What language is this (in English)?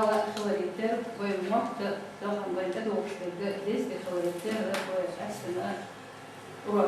Chechen